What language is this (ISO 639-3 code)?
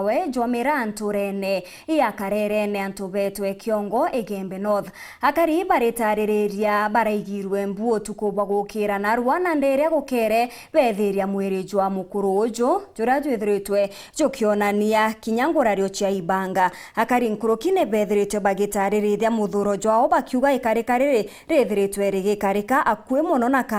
mer